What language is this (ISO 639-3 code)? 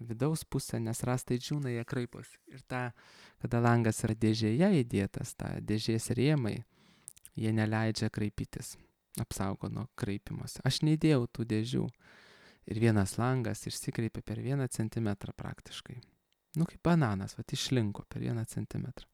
lit